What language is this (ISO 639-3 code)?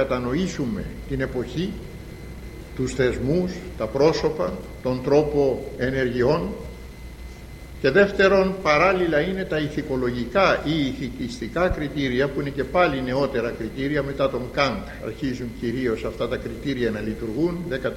ell